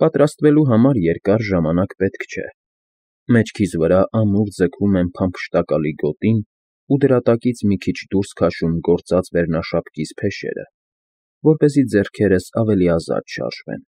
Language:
Armenian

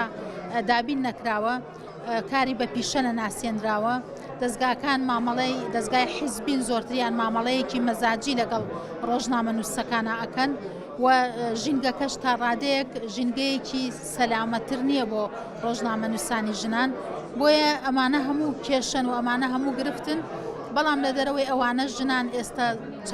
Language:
Central Kurdish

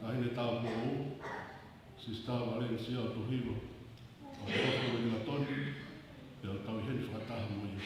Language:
Tongan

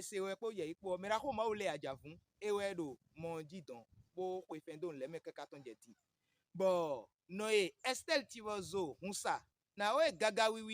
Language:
Fon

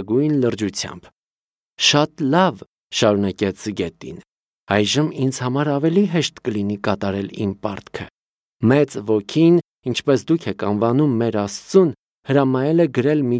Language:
Armenian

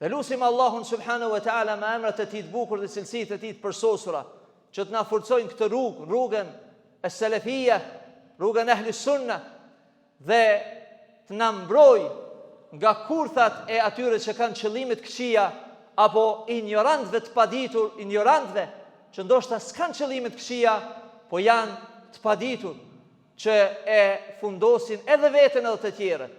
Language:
Albanian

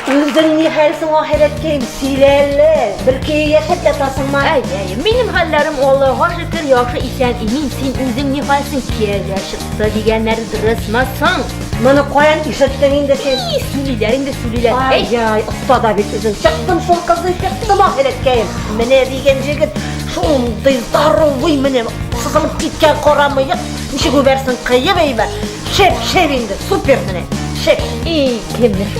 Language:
Tatar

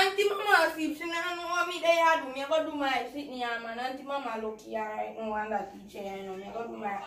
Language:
Jamaican Creole English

